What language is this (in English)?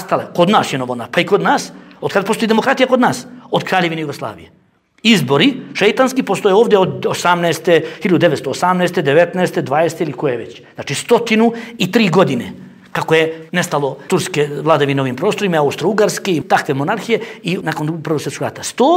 Bosnian